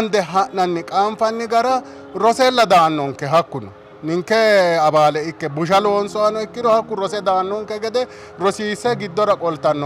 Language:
Sidamo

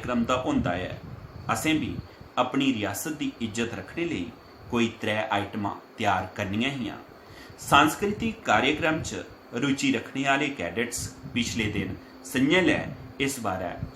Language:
Dogri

